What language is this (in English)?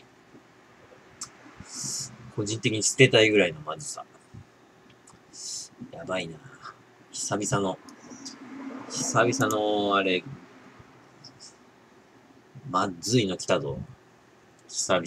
Japanese